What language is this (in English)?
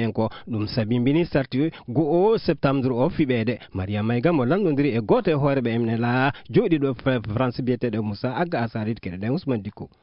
Fula